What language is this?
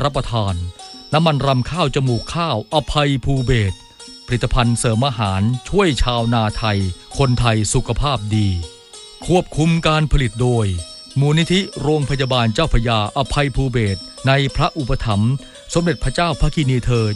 Thai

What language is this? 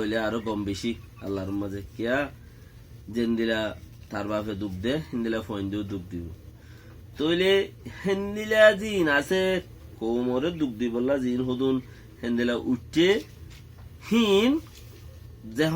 Rohingya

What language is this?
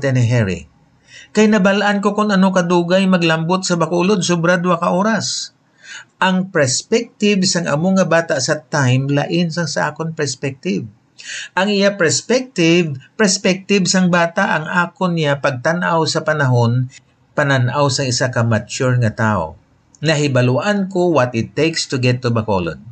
Hiligaynon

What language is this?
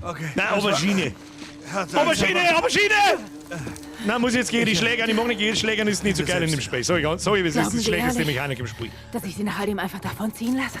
Bavarian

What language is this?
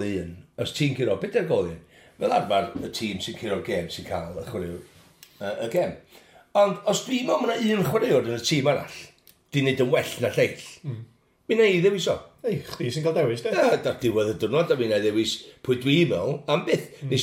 Welsh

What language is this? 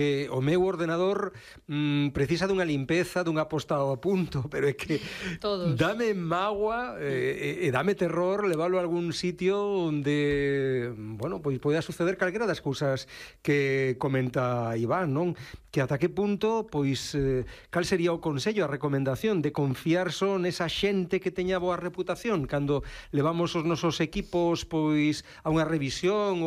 Galician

